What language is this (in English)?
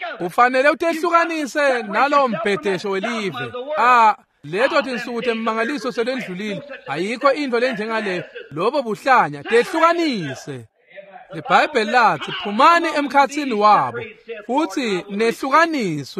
Swati